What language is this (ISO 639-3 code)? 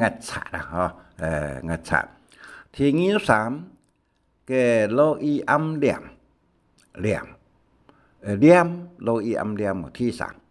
hak